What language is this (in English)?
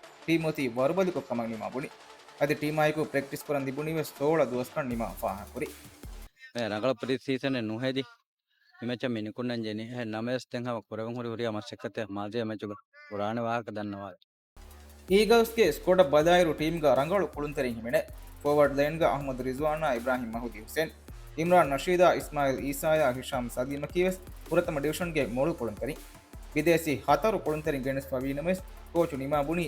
Divehi